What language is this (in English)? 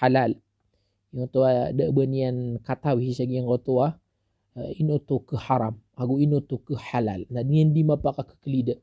Maranao